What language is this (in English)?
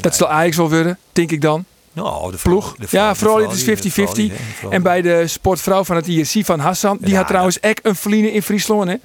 Western Frisian